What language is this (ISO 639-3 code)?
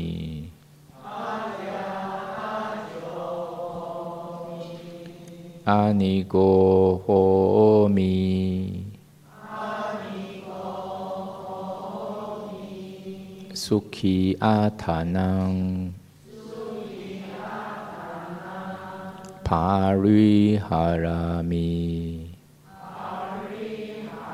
zho